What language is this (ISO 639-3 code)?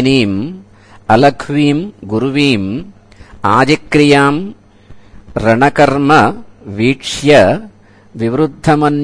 san